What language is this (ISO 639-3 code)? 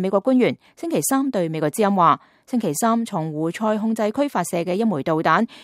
yue